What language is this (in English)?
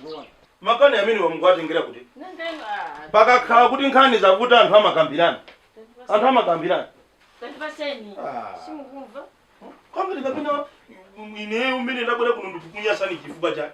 Nyanja